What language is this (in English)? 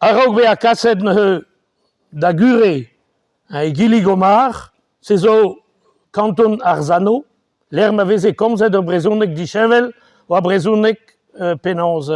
Breton